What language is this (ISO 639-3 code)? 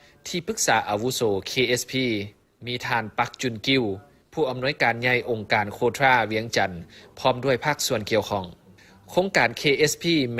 lao